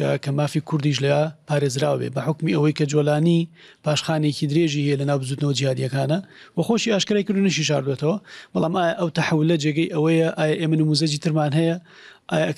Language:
Central Kurdish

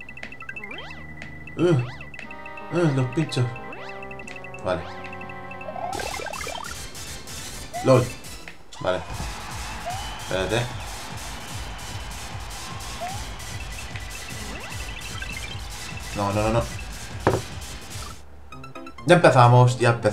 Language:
Spanish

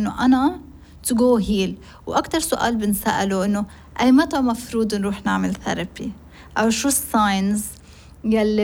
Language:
North Levantine Arabic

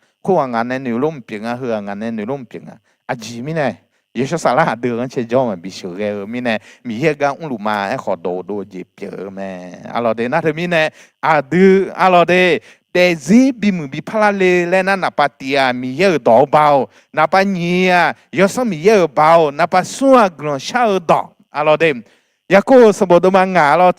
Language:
Akha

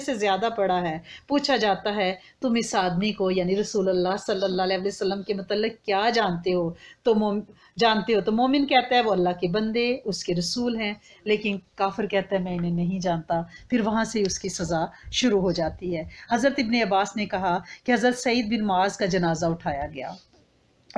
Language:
Urdu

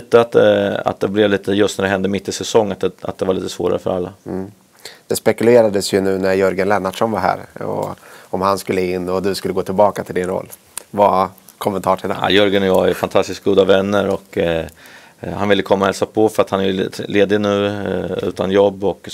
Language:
Swedish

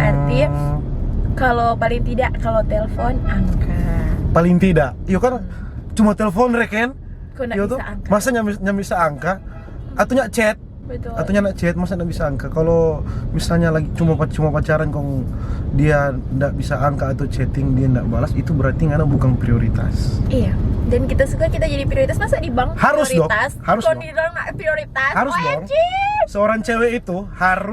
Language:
Manado Malay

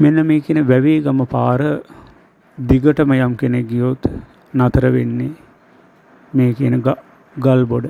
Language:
Sinhala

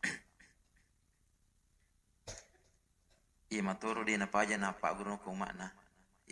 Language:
Buginese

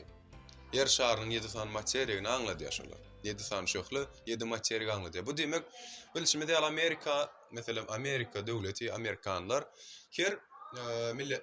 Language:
Turkmen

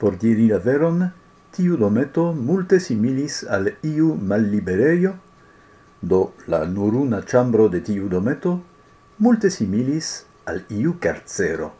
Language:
Esperanto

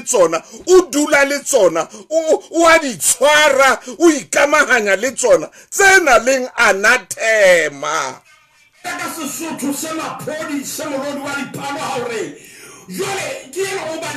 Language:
Southern Sotho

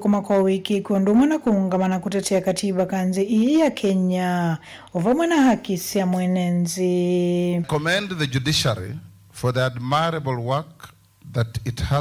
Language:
Kamba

